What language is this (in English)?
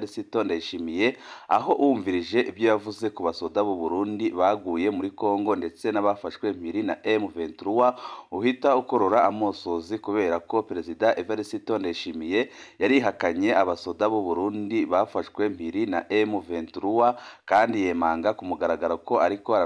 Rundi